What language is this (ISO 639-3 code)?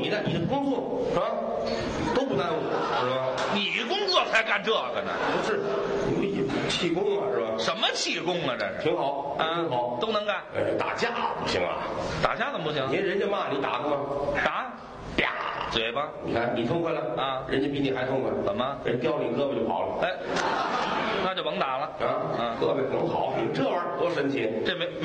zho